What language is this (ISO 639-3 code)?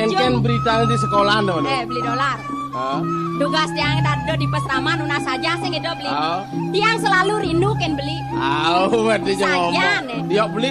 ban